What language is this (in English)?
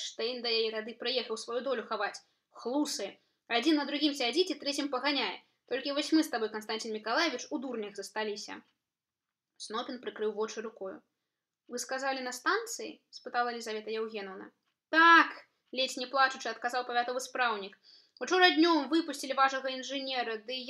Belarusian